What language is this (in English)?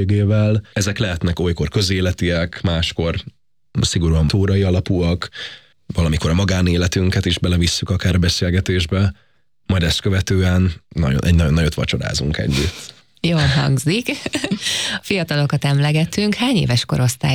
Hungarian